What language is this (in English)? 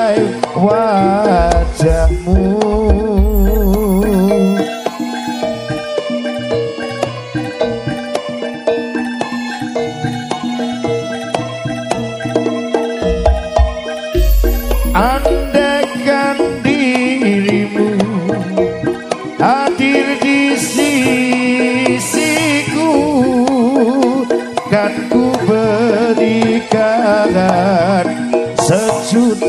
Indonesian